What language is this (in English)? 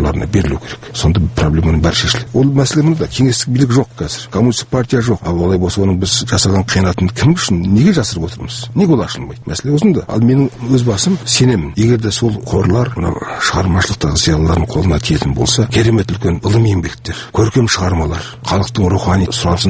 Kazakh